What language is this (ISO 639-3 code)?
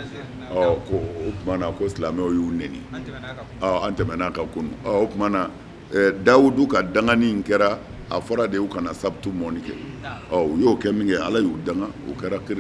bam